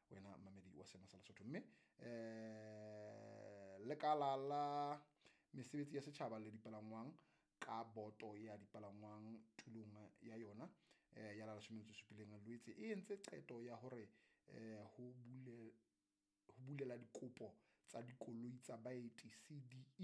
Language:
Southern Sotho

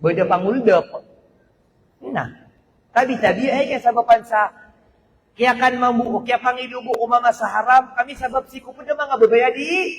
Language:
Maranao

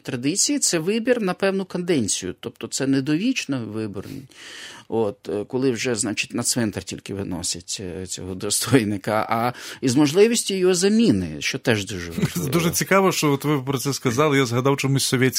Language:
Ukrainian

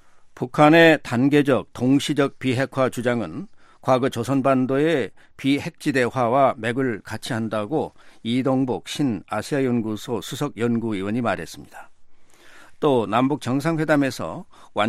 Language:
Korean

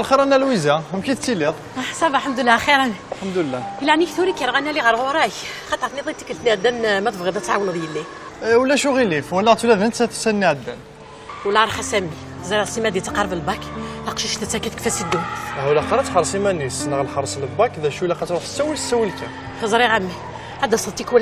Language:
Kabyle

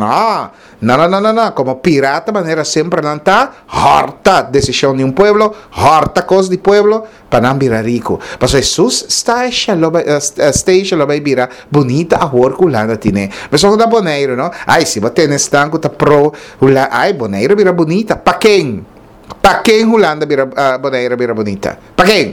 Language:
Papiamento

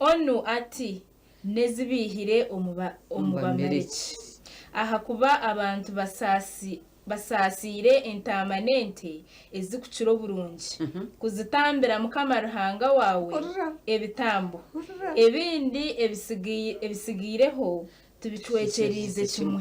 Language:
Nyankole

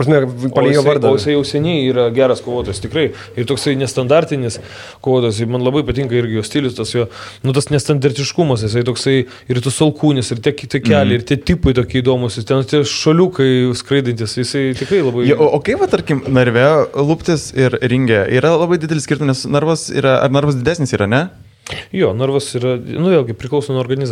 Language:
Lithuanian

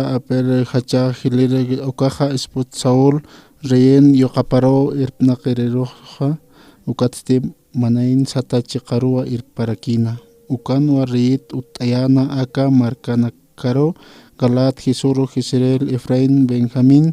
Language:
Aymara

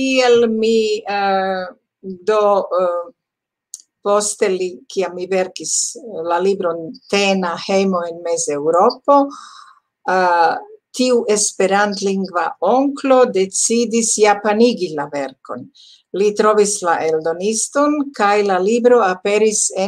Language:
Esperanto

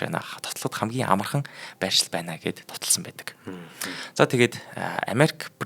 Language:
Mongolian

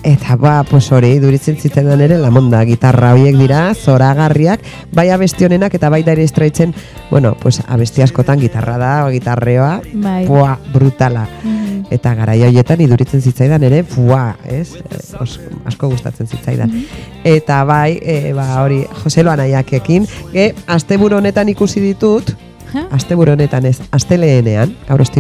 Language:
Basque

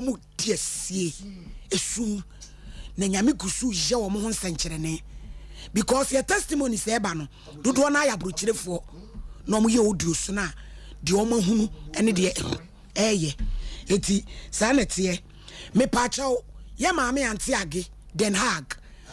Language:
Akan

